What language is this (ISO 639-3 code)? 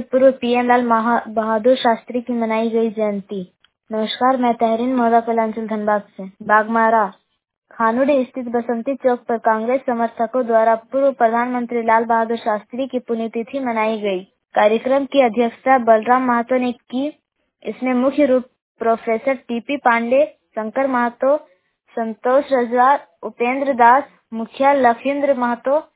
hin